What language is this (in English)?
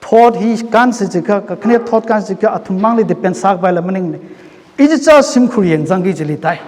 Tangkhul Naga (India)